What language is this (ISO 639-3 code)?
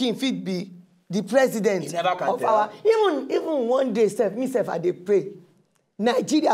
pcm